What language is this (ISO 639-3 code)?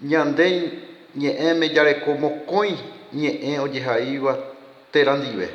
grn